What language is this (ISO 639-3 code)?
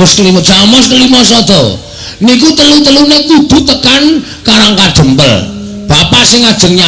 jav